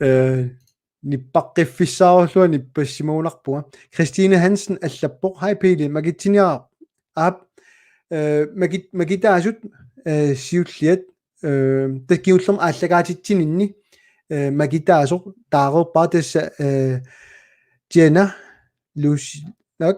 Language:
Kalaallisut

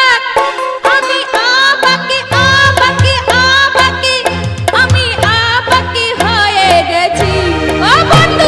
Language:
Bangla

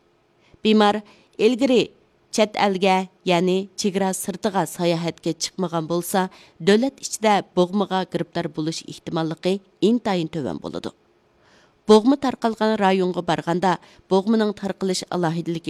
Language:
Uyghur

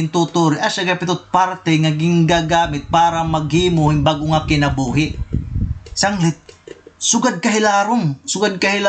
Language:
Waray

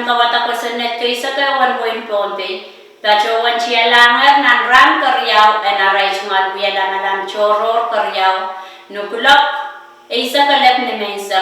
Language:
Pohnpeian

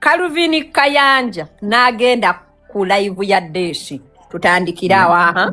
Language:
Ganda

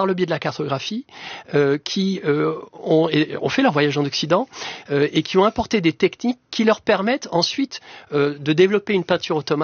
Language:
French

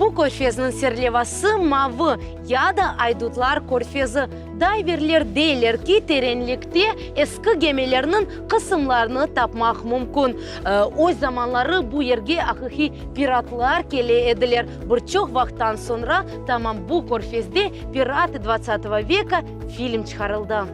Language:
Crimean Tatar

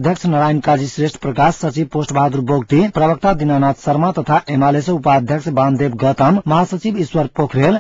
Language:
Maithili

